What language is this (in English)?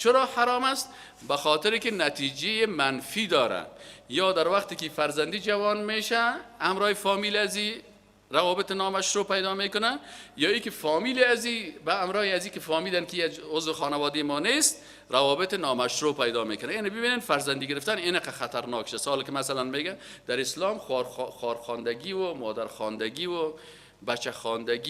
Persian